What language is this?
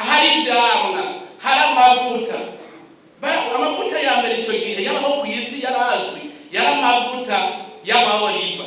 Rundi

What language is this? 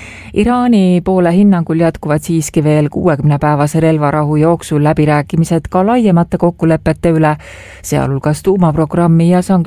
Estonian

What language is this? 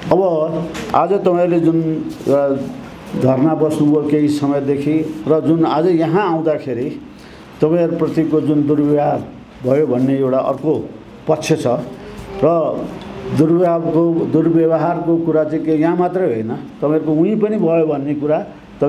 Nepali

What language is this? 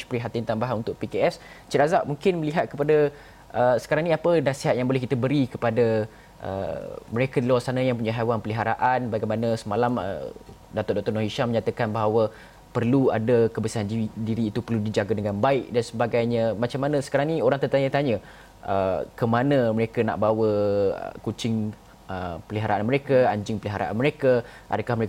Malay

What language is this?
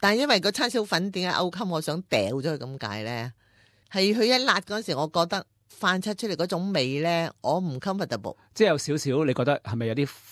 Cantonese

